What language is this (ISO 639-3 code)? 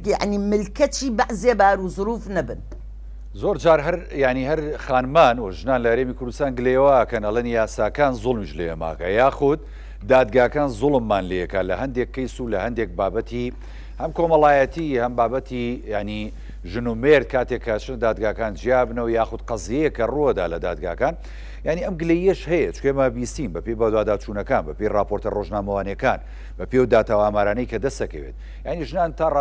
ckb